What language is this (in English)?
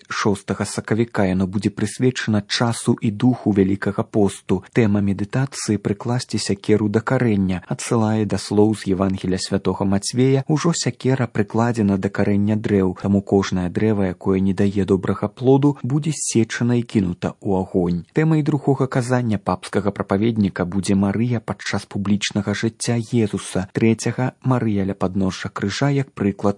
Belarusian